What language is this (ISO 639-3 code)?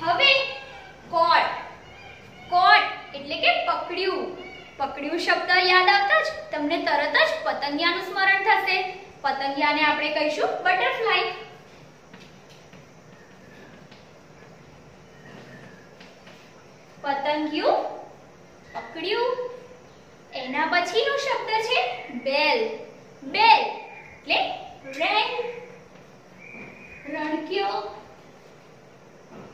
guj